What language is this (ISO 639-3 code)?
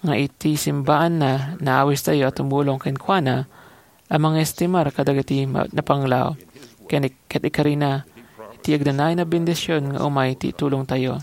ilo